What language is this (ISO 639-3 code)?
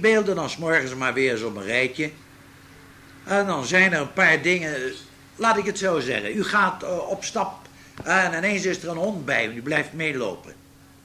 nld